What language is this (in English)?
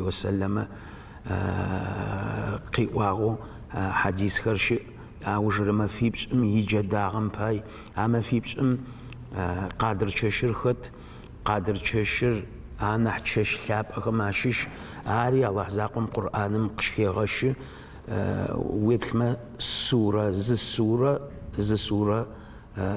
Adyghe